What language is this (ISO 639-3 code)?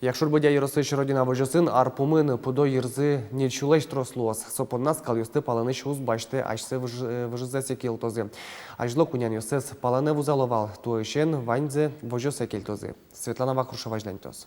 udm